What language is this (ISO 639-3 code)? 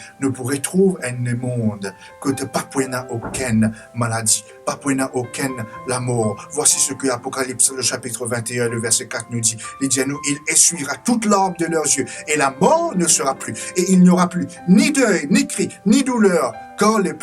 mfe